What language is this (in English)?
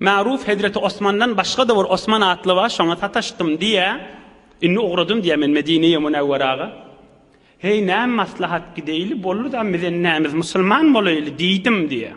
Turkmen